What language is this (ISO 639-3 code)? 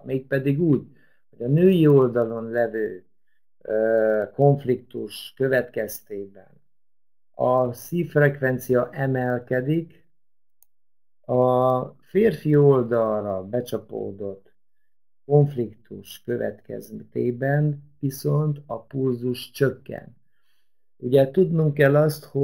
hun